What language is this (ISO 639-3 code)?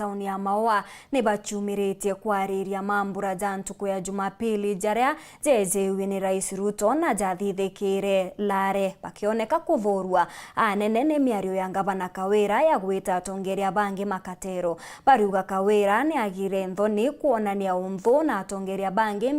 mer